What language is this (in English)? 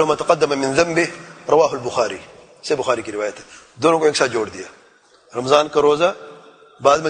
Urdu